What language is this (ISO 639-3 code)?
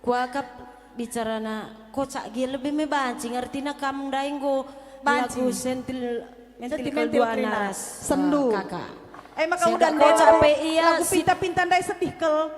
btx